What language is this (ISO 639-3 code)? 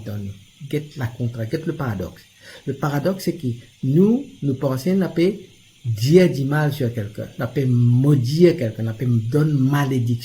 mfe